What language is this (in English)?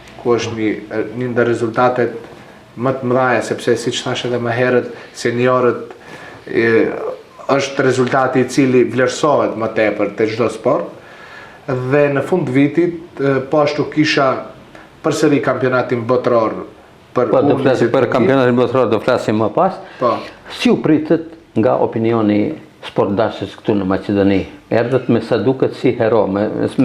Albanian